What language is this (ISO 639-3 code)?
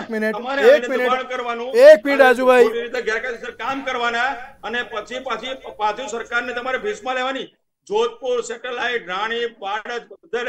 guj